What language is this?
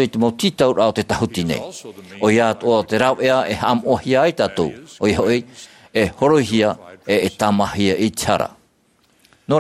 Tahitian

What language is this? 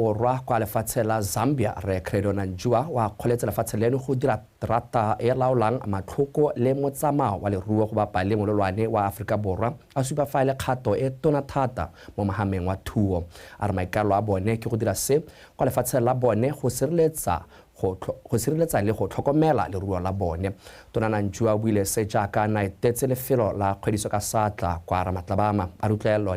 Tswana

